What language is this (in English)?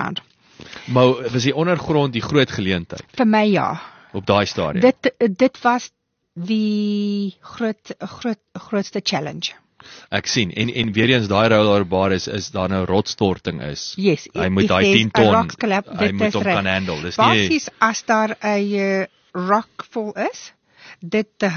Afrikaans